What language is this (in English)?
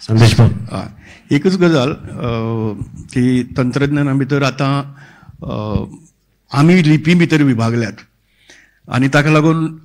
Konkani